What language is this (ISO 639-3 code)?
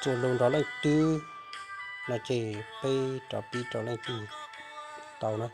hmn